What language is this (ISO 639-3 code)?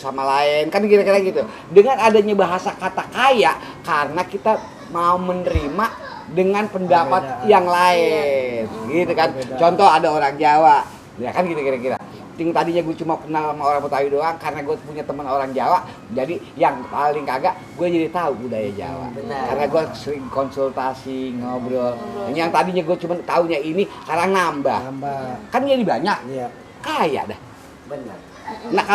bew